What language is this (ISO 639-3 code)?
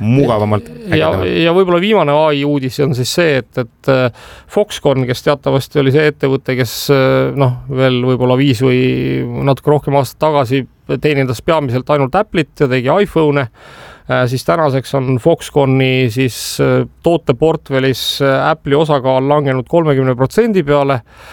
est